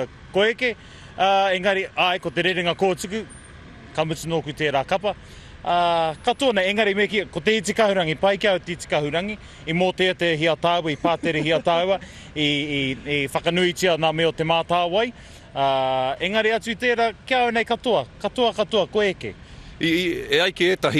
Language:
Māori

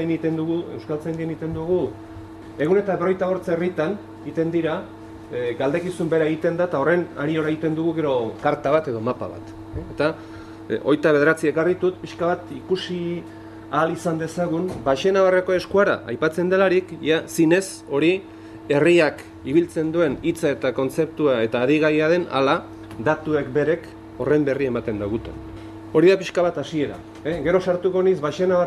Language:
Basque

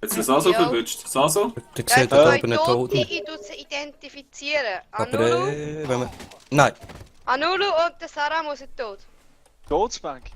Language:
Swiss German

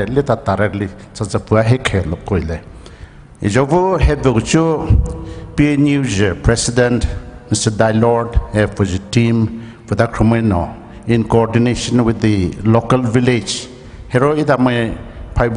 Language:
Poumei Naga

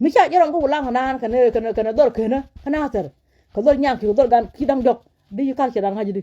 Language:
Nuer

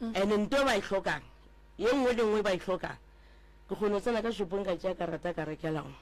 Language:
Northern Sotho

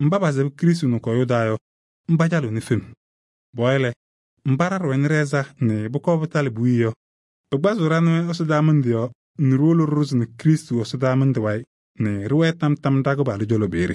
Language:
Kabiyè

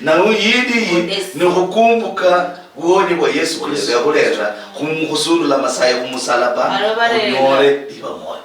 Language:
Luyia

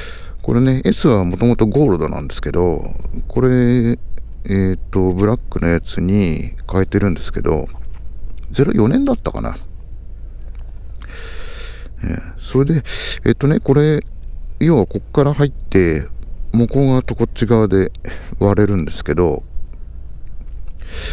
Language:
Japanese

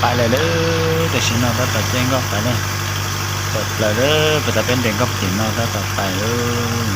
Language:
Hmong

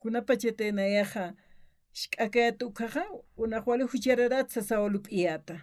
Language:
Aymara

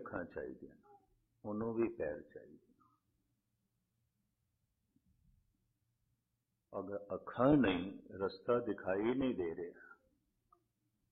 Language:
Punjabi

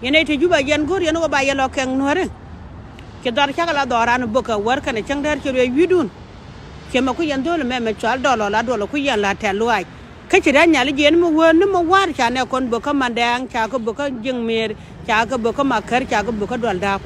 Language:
Nuer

